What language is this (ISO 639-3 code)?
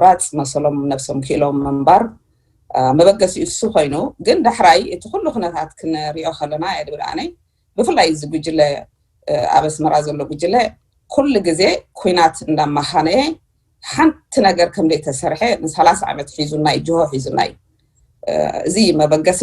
tir